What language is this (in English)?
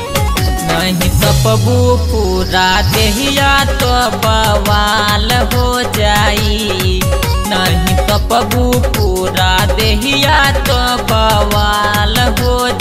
Bhojpuri